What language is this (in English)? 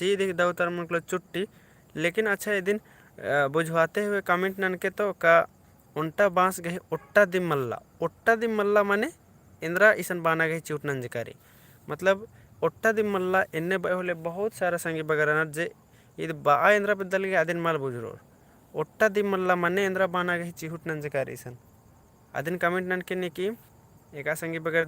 Kurukh